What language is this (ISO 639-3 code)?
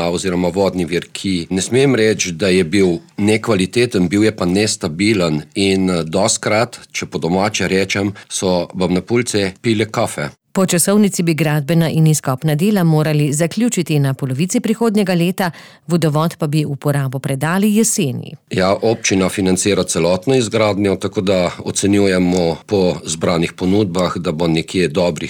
slv